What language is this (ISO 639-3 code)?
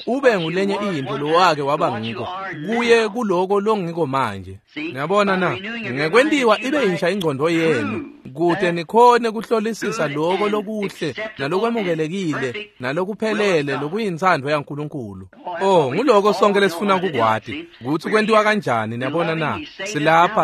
ssw